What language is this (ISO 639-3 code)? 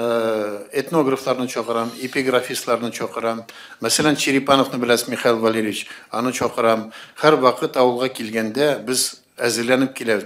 tat